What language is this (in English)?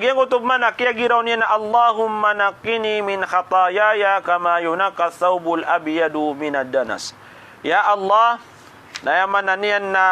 Maranao